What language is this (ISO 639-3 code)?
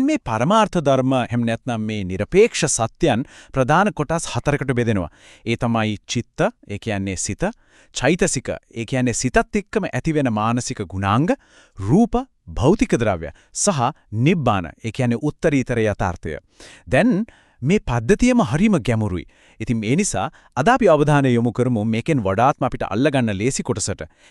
sin